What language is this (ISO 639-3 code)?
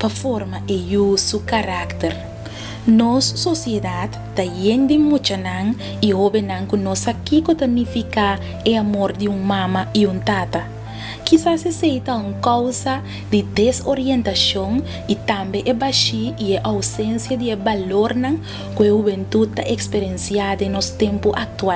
pap